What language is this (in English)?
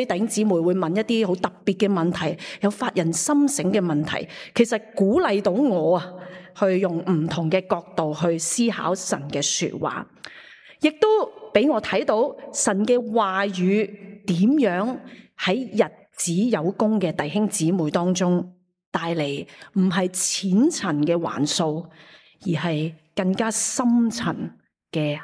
Cantonese